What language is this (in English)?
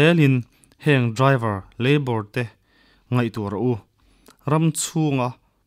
Mizo